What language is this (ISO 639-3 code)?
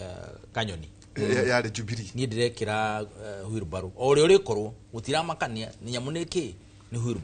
kik